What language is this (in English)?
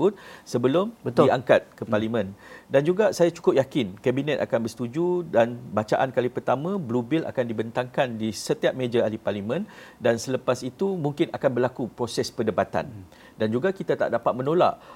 Malay